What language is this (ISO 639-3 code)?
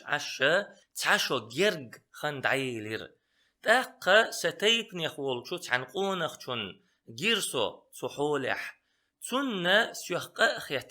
che